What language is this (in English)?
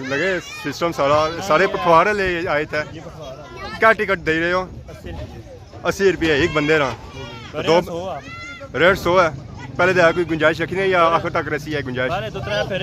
Pahari-Potwari